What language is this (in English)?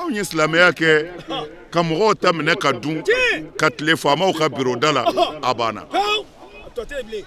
Bambara